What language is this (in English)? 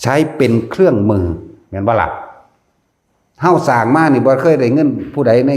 Lao